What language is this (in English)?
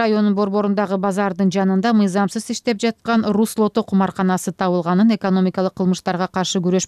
Kyrgyz